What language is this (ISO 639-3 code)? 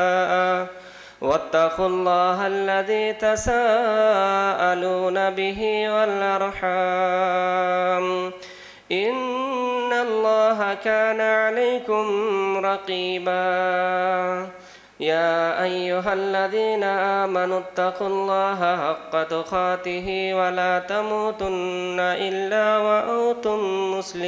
urd